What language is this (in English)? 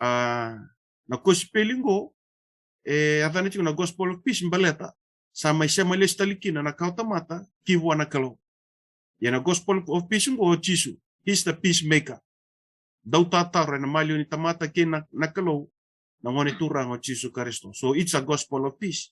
Fijian